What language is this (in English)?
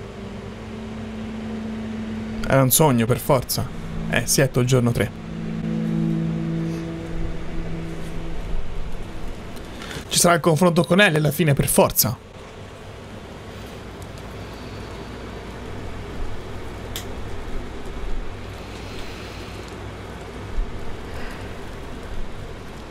Italian